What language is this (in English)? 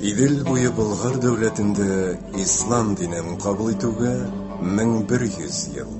Tatar